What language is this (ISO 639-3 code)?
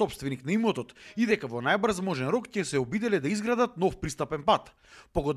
mkd